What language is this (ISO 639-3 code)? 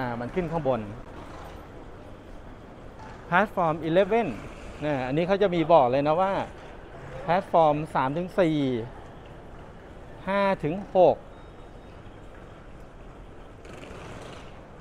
tha